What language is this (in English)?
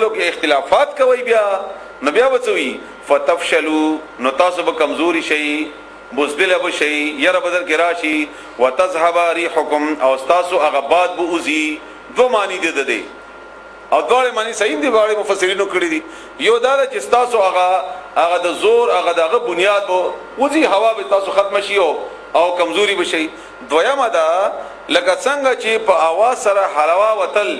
Pashto